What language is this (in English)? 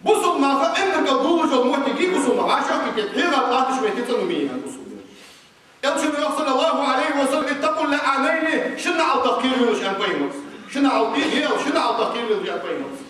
Ingush